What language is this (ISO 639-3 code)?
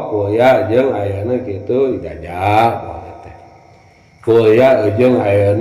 sun